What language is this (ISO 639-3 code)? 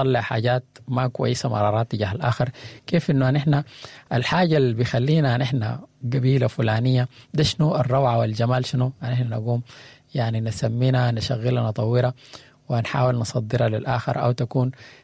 apd